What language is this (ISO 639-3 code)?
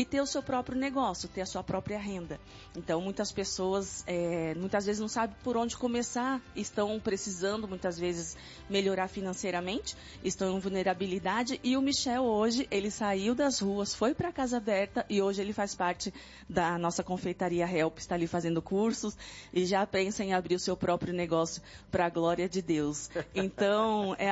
por